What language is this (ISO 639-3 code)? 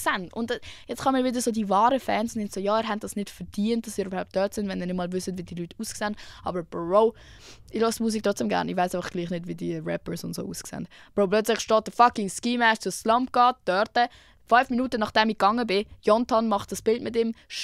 gsw